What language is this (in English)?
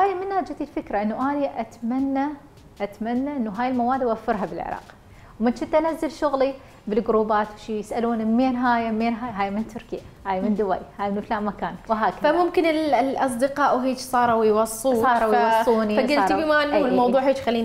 Mesopotamian Arabic